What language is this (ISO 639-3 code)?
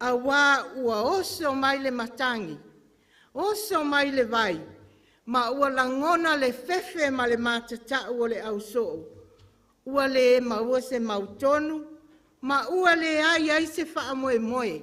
smo